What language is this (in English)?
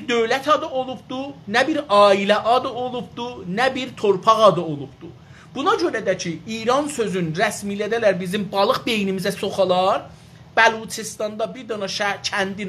South Azerbaijani